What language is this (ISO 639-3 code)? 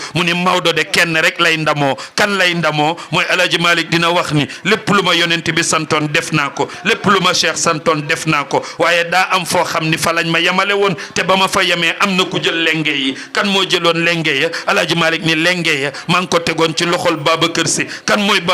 wol